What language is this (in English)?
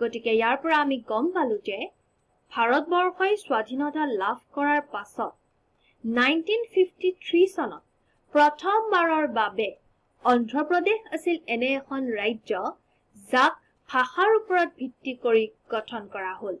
Assamese